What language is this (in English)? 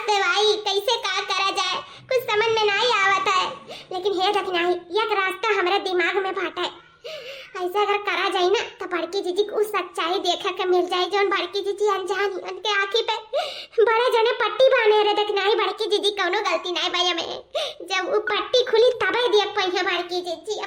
Awadhi